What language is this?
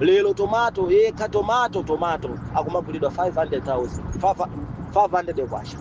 Nyanja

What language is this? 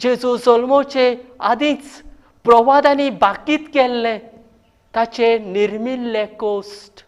Konkani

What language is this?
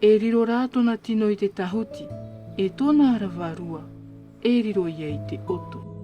Tahitian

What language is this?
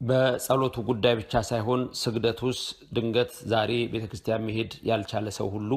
Amharic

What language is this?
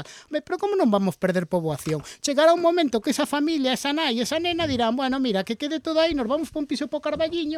Galician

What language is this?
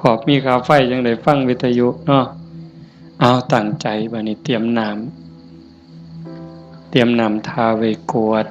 Northeastern Thai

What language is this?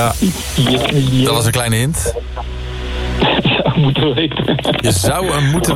Dutch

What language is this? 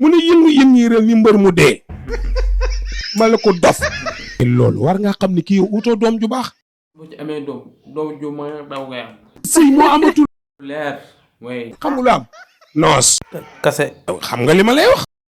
Wolof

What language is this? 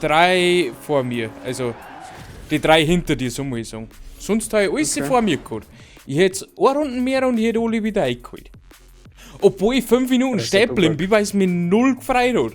Bavarian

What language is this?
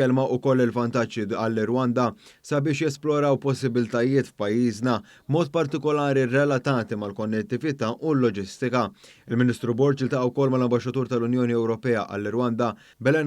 Maltese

